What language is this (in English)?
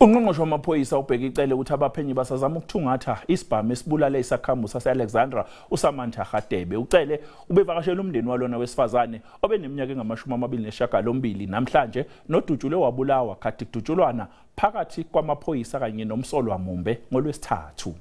Zulu